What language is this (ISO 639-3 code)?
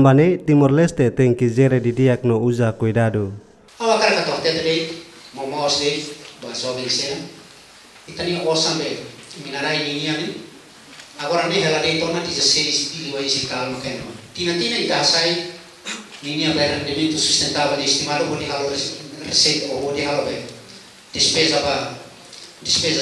tet